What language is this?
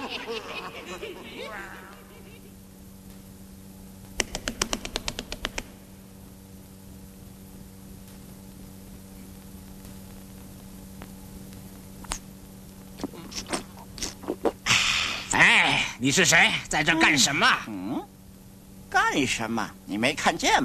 Chinese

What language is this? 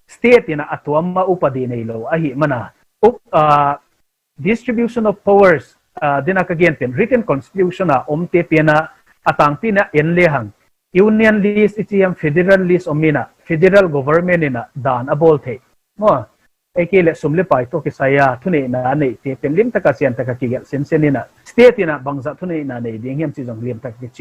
Tedim Chin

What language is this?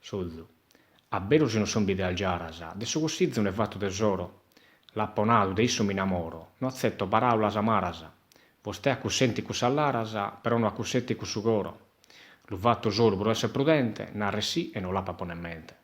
Sardinian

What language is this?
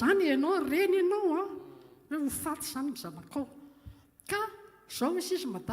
Malagasy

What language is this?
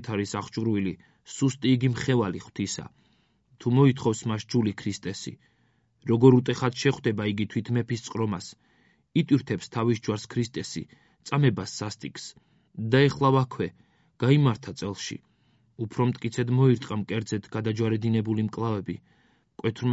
Georgian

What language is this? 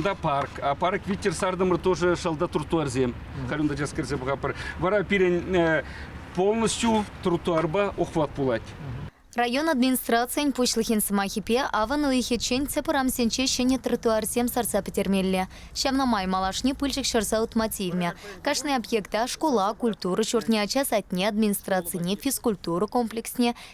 Chuvash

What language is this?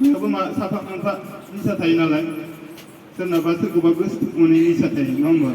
Bodo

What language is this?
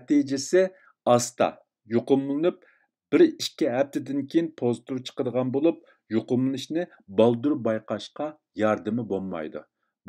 Uyghur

